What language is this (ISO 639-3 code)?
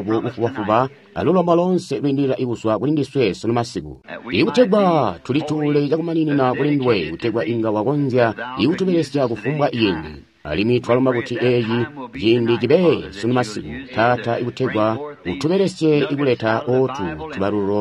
toi